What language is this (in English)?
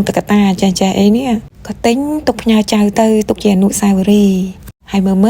Khmer